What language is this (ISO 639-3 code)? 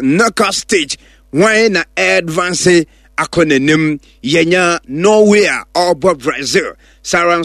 aka